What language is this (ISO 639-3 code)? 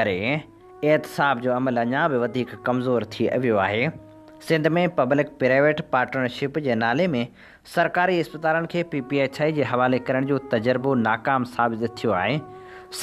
snd